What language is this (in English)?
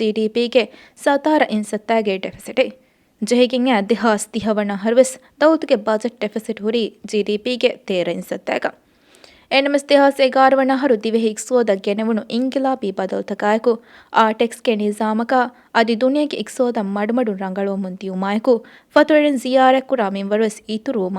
Divehi